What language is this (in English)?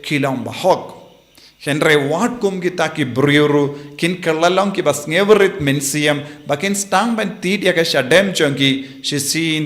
Khasi